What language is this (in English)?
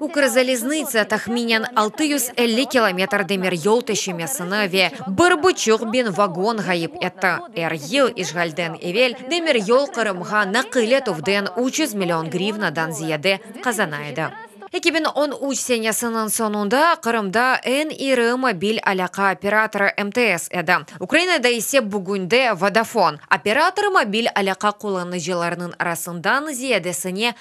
Crimean Tatar